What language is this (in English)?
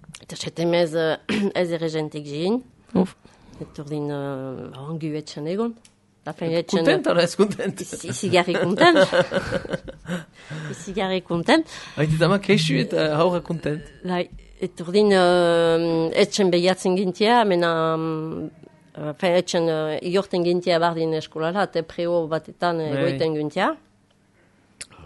Basque